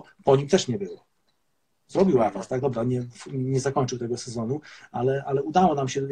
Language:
Polish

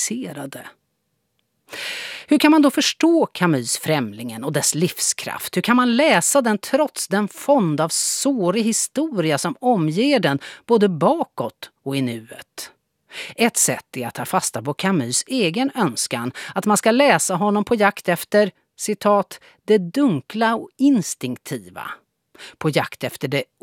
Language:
Swedish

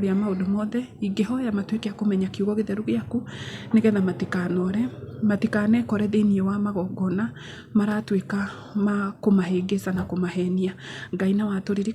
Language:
Kikuyu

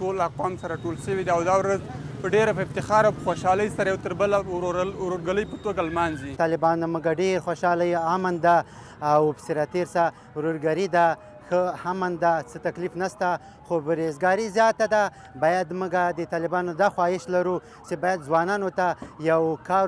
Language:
Pashto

